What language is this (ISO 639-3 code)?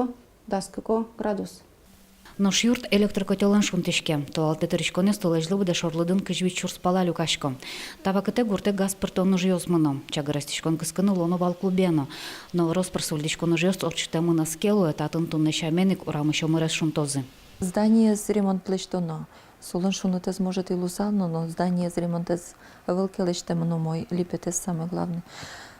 udm